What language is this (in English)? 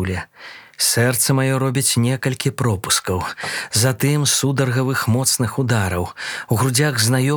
Belarusian